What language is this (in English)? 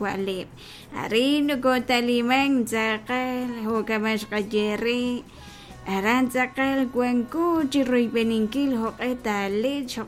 Kekchí